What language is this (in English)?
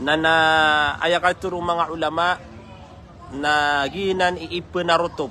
Maranao